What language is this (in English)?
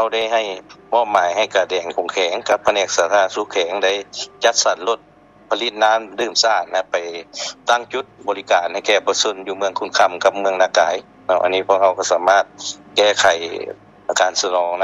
Lao